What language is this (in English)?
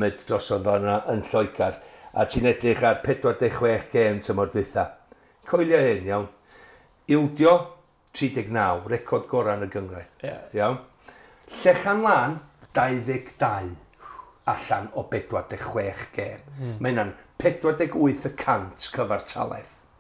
Welsh